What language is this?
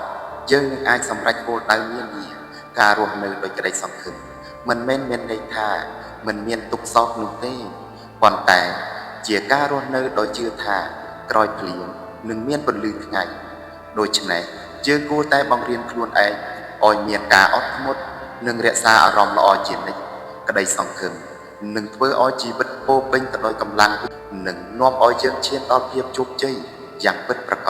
Khmer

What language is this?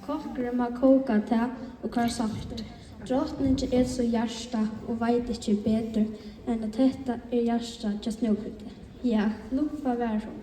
Faroese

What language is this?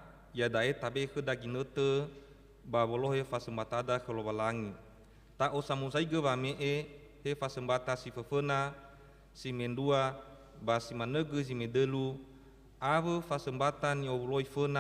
Nias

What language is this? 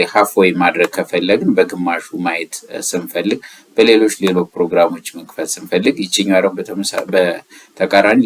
Amharic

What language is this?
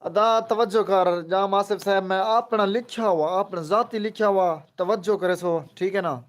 Saraiki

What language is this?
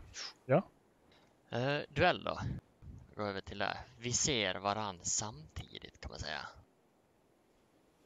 Swedish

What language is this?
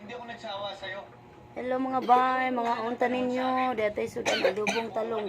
Cebuano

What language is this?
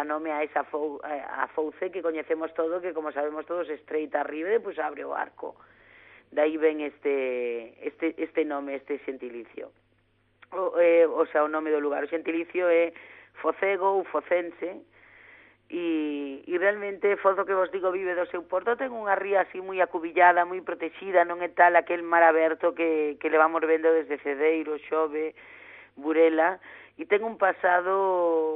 Galician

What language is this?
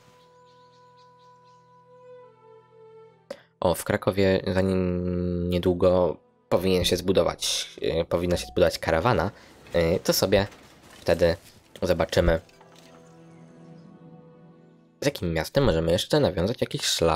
Polish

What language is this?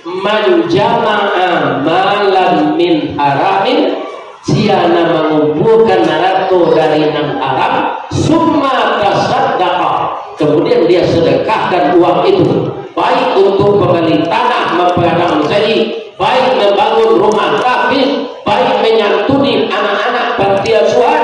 Minangkabau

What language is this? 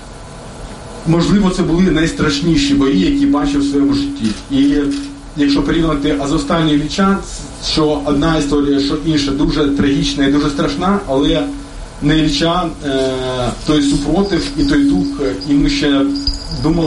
Ukrainian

